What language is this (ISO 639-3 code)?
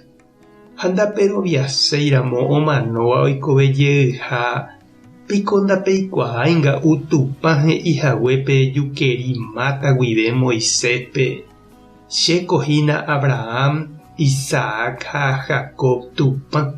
grn